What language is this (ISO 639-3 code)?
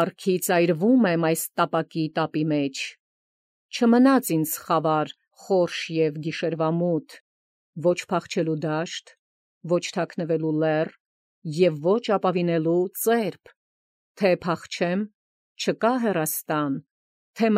hye